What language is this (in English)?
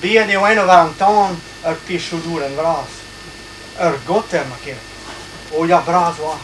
Breton